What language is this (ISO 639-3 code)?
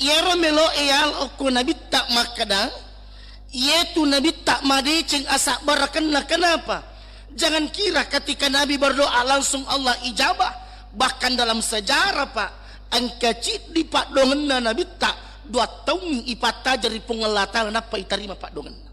bug